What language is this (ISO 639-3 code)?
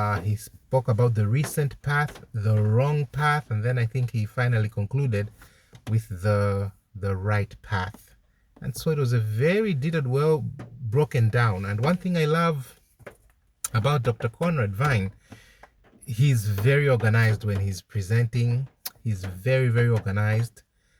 eng